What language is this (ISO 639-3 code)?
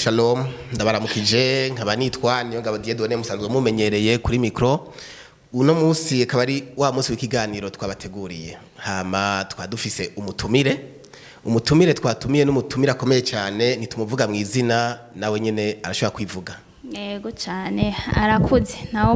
run